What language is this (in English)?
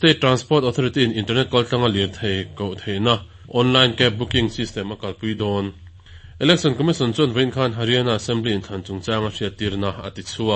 Mizo